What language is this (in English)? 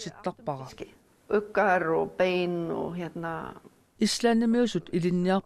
Kalaallisut